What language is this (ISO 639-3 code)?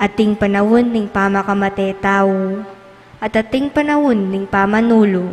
pam